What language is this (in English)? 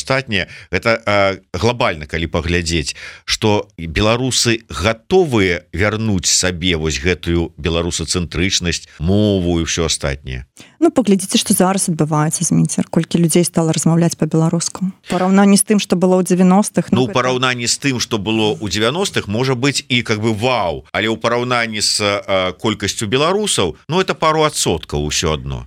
Belarusian